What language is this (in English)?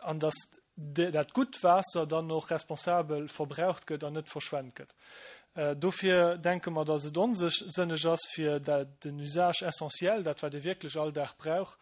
Luxembourgish